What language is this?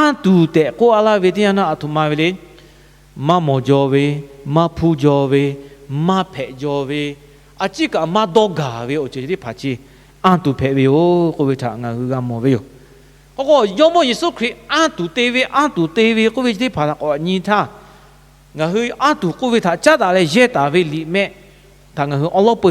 Lahu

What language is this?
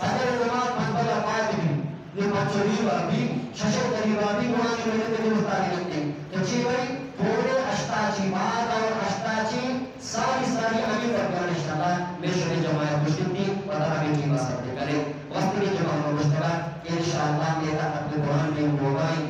Eastern Balochi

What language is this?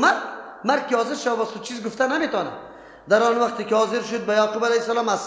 Persian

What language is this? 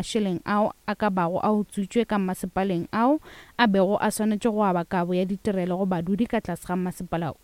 Northern Sotho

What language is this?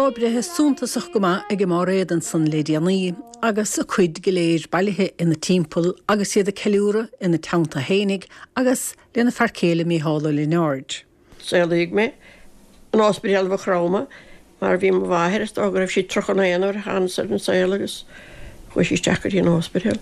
Irish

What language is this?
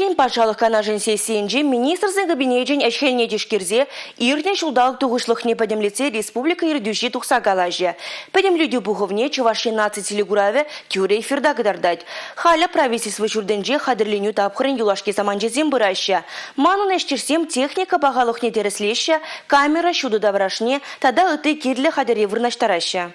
Chuvash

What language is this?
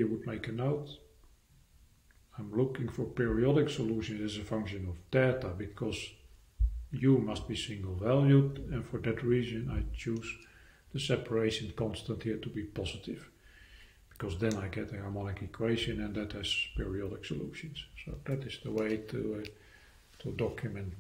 English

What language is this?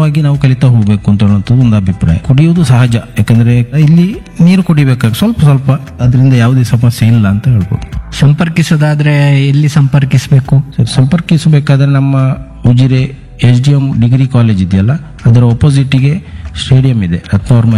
Kannada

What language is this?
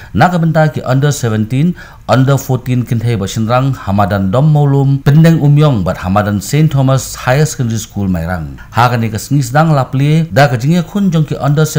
Khasi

